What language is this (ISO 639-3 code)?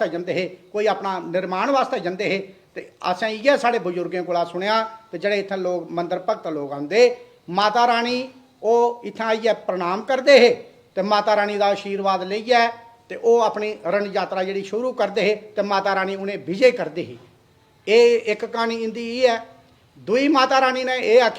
doi